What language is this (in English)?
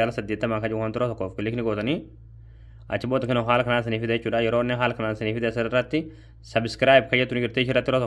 Oromo